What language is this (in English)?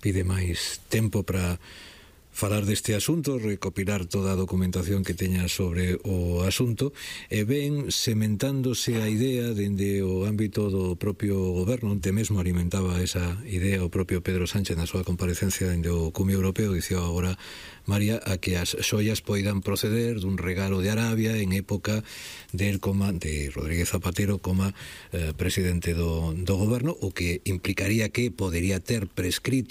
Galician